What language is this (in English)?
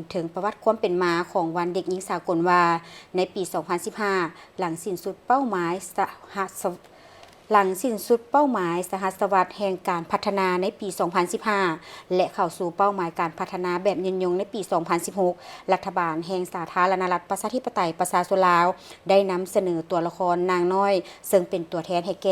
Lao